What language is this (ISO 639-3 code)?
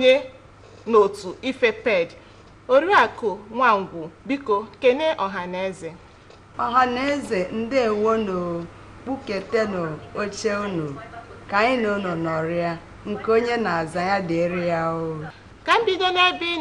ibo